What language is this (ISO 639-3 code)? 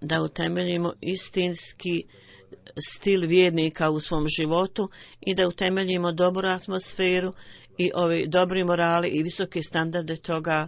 bos